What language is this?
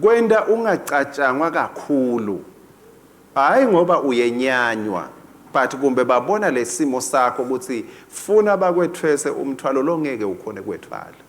Swati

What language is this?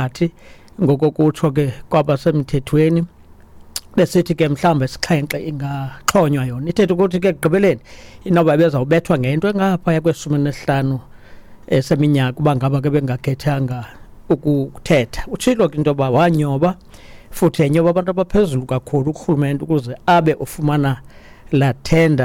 Xhosa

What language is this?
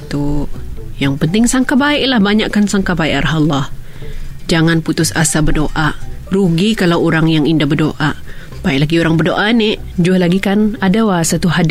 Malay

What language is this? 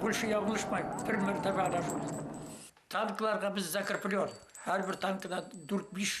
Bashkir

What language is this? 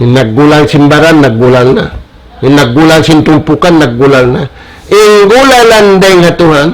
Tausug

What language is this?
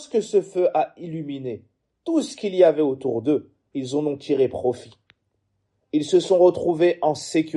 French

